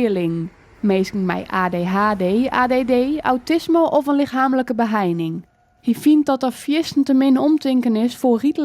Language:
Western Frisian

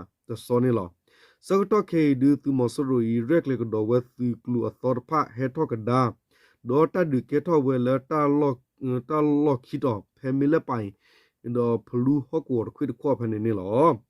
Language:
S'gaw Karen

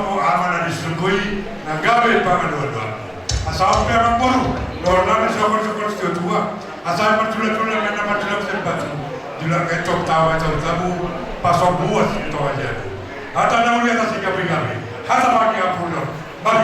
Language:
Batak Toba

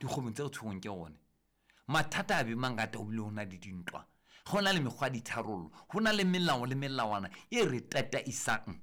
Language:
Southern Sotho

